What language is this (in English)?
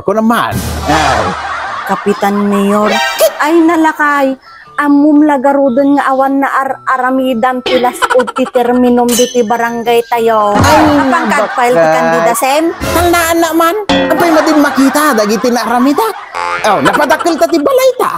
Iloko